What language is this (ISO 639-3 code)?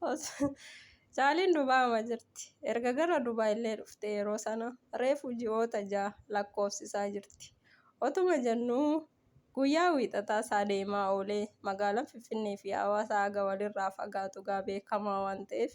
orm